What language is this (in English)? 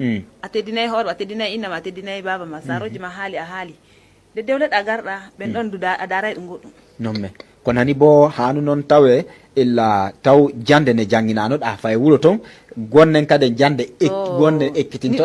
Nigerian Fulfulde